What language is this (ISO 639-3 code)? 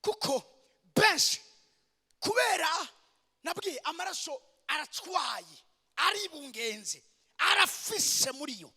run